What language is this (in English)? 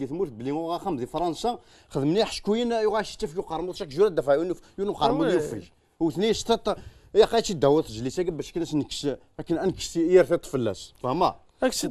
Kabyle